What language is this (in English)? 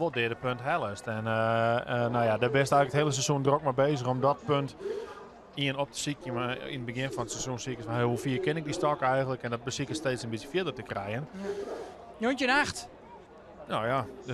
Western Frisian